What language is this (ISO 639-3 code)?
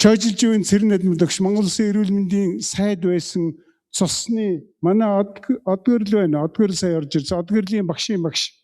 mon